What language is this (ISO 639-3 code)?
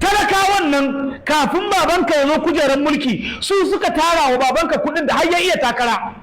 hau